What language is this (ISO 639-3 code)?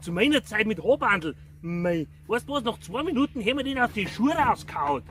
bar